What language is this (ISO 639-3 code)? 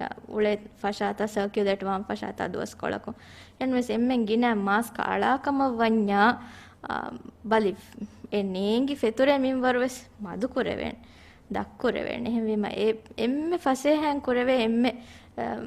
div